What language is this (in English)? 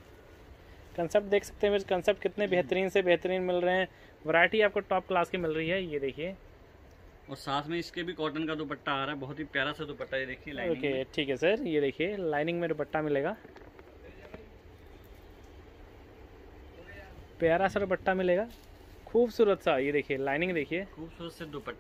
Hindi